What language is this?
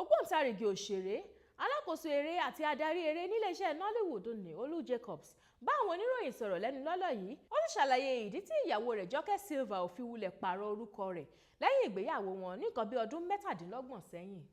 Yoruba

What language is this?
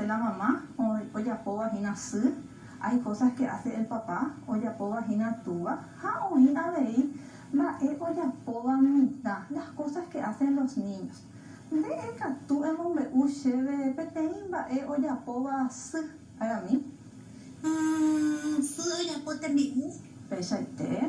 Guarani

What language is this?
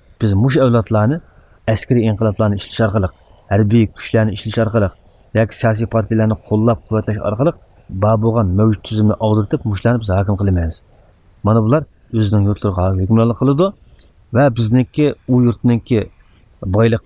Uyghur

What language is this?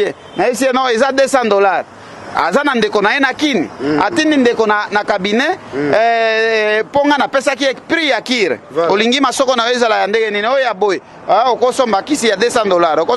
Lingala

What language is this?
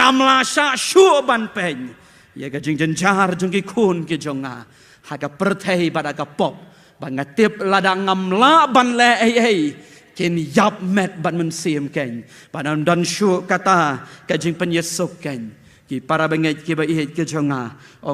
Khasi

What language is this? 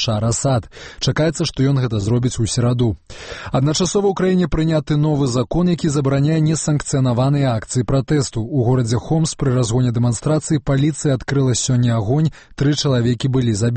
Belarusian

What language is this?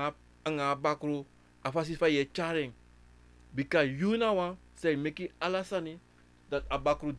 Sranan Tongo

